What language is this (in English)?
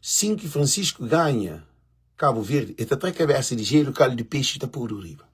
Kabuverdianu